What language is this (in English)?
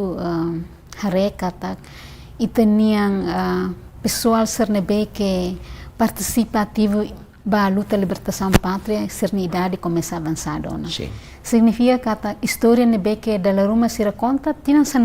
Tetum